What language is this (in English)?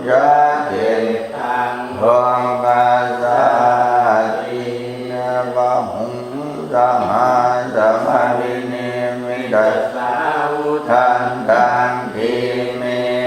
Pali